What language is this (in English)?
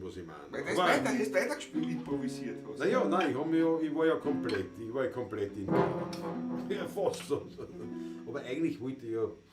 Bavarian